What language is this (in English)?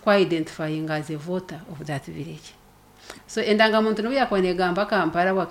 Nyankole